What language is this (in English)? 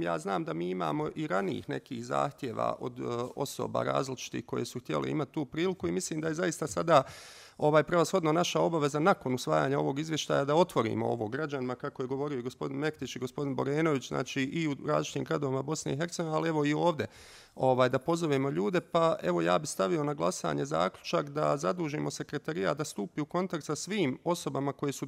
Bosnian